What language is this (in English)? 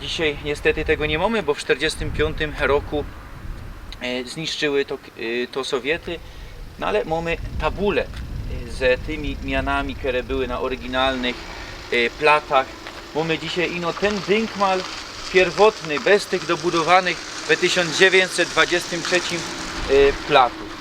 Silesian